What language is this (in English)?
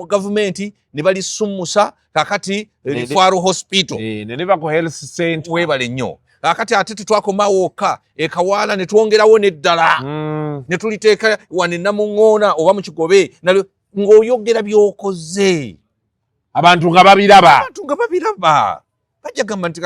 Ganda